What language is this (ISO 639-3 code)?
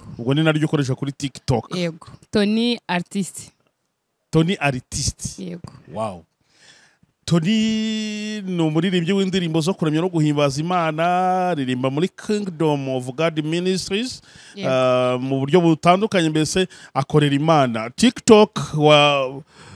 kin